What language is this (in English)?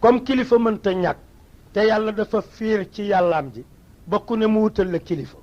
Wolof